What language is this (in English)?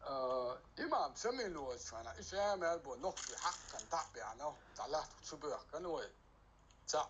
Chechen